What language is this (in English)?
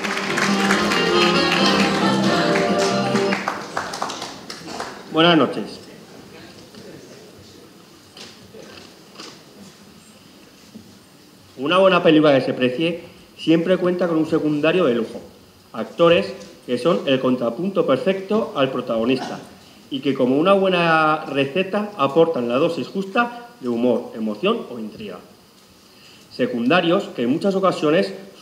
Spanish